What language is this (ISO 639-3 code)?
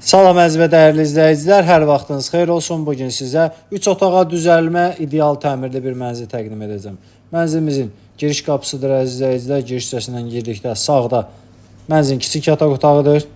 aze